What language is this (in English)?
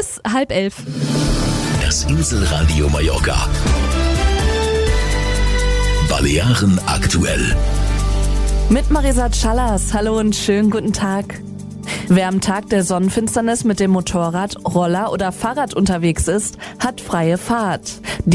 German